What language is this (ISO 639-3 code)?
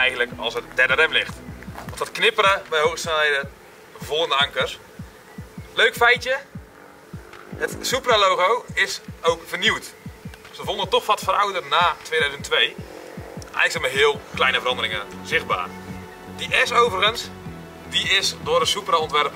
nld